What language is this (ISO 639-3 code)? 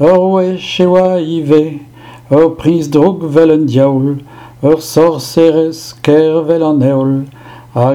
bre